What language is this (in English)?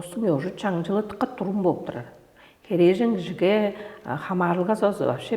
Tuvinian